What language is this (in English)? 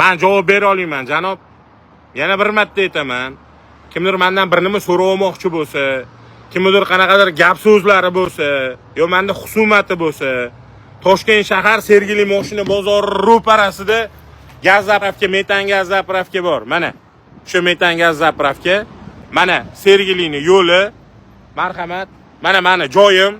Uzbek